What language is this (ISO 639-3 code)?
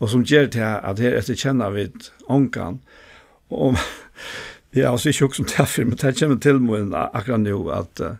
fao